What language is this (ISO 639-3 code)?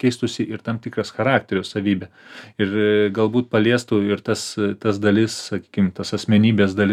lit